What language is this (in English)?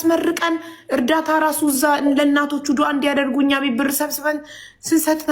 Amharic